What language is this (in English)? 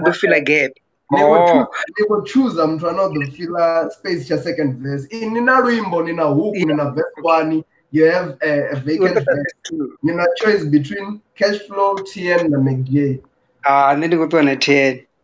Venda